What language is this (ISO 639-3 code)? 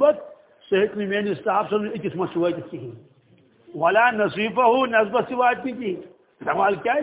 kas